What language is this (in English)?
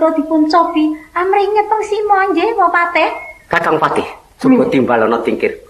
Javanese